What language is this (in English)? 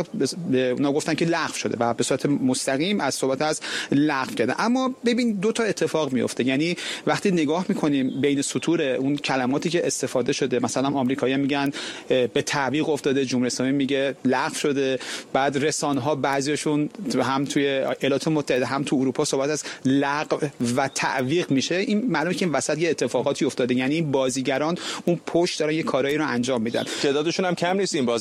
Persian